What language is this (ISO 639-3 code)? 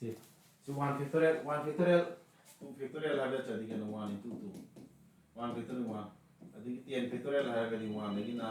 mni